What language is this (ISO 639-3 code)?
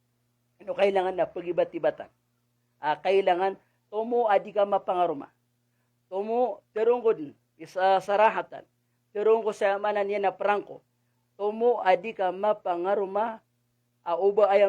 mrw